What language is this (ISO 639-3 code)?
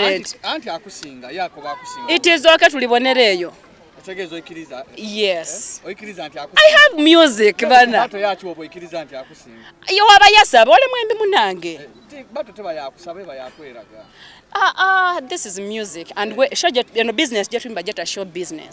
xog